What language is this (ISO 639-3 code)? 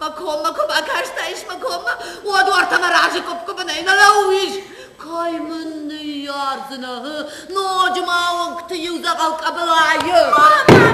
oss